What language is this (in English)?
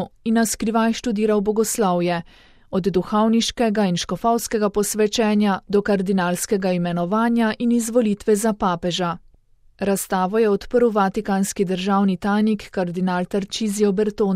Slovenian